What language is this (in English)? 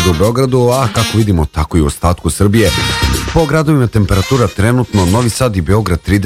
Serbian